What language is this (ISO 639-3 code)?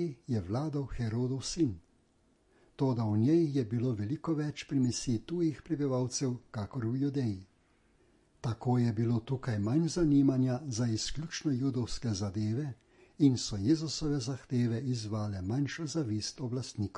slv